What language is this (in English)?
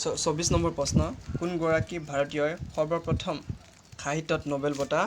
Assamese